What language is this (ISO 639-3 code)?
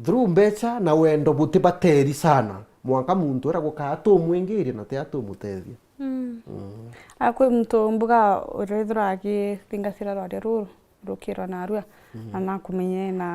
mer